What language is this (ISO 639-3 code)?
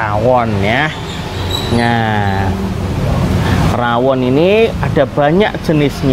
ind